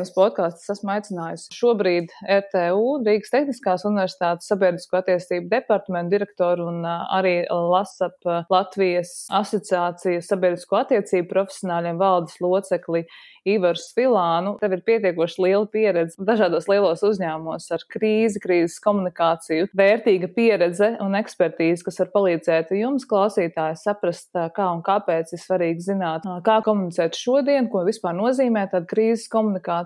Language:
Latvian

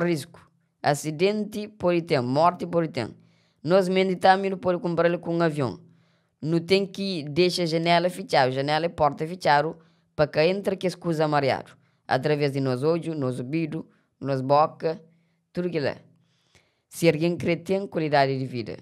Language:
Kabuverdianu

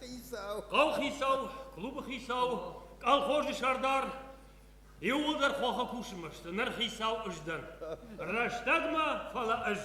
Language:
Ossetic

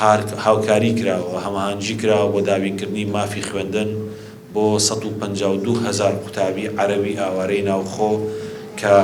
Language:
Central Kurdish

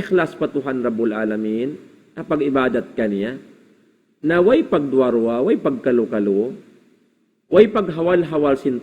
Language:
Tausug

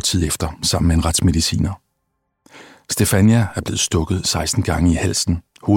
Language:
Danish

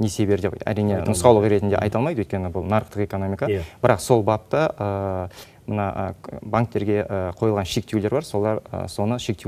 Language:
Kazakh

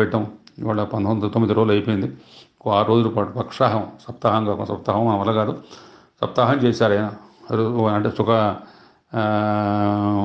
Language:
Telugu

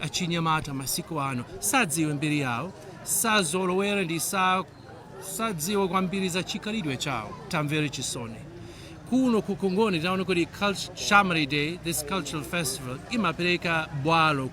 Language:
Nyanja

